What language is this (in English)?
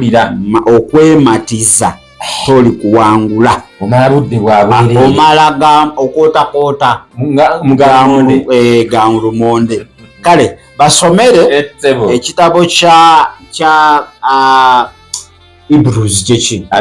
Ganda